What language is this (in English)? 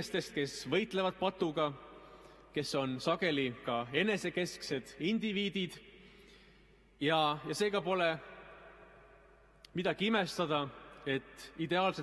Estonian